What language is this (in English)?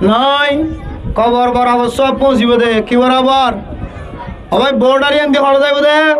Rohingya